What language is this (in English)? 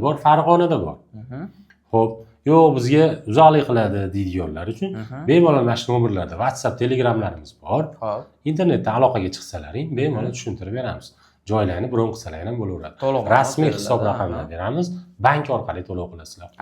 Uzbek